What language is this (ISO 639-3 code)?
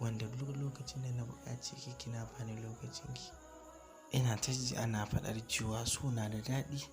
hau